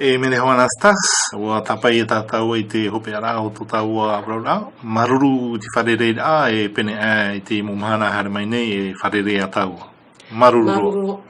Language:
Tahitian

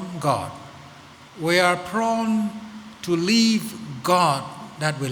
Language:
Tangkhul Naga (India)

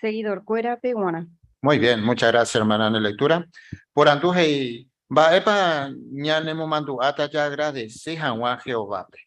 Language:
Guarani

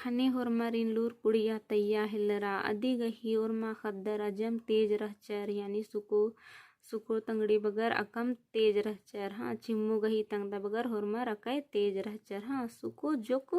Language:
Kurukh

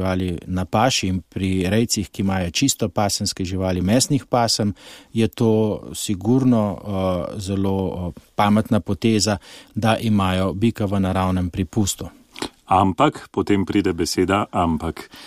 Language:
Slovenian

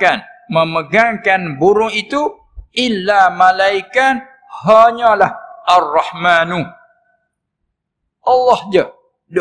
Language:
Malay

